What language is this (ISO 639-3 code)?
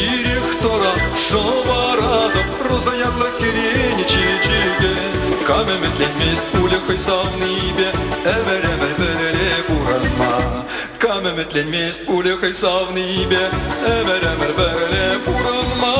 chv